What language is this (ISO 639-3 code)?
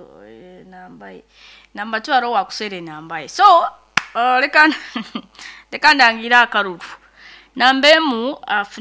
nyo